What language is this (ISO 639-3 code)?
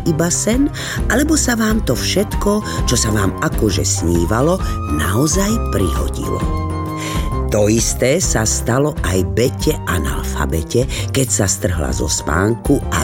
slk